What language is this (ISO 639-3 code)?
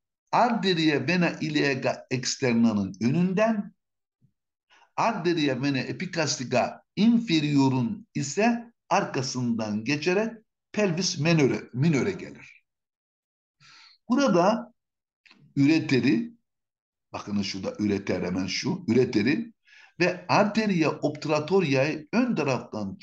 tur